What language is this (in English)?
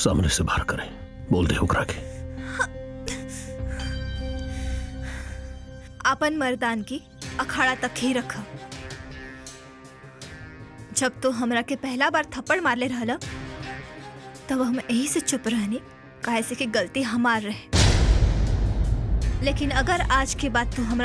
Bhojpuri